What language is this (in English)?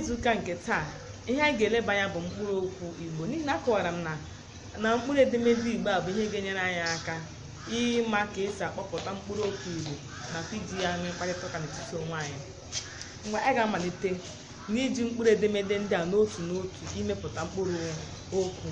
Igbo